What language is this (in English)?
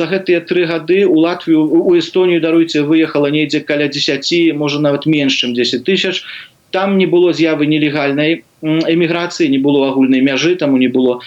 Belarusian